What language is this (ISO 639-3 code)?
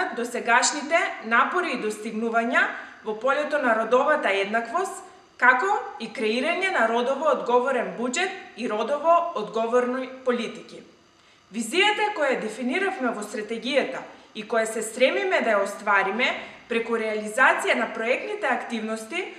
mkd